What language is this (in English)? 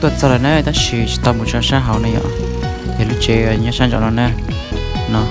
Hmong